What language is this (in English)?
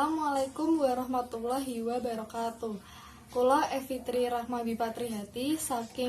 Javanese